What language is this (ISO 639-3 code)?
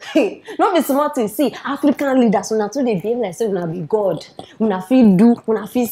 pcm